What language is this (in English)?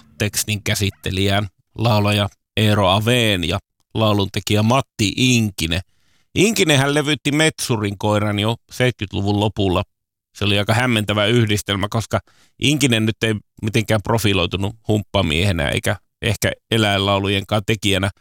Finnish